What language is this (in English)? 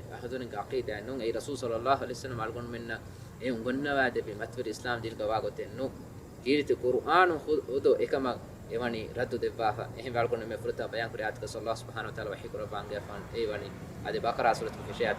Divehi